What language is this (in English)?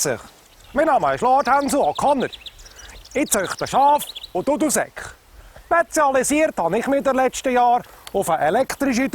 Swiss German